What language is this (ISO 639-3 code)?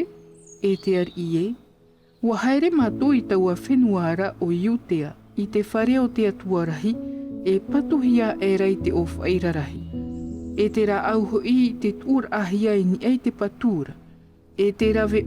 tah